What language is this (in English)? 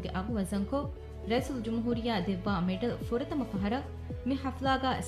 Divehi